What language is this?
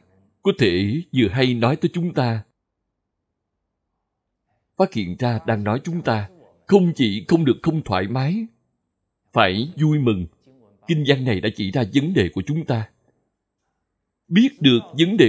Vietnamese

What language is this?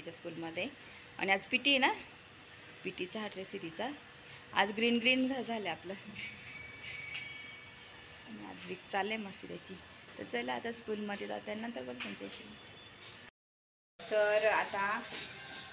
Marathi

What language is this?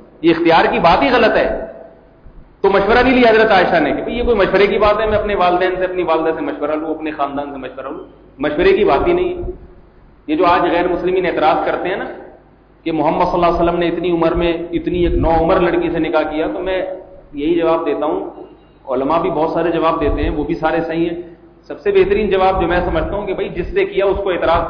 Urdu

